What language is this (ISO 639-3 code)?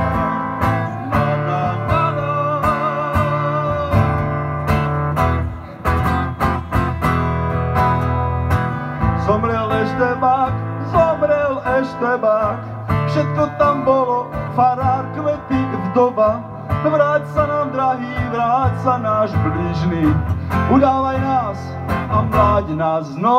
slk